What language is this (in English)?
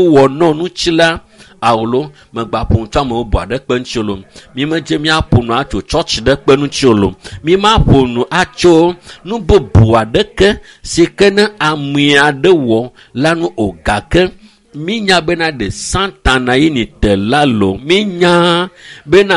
Ewe